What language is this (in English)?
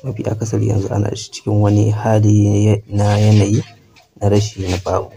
Hausa